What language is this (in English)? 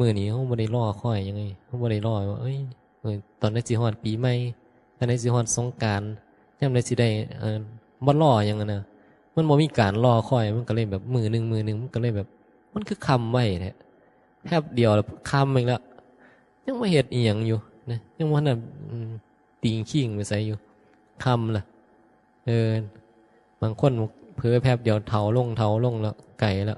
Northeastern Thai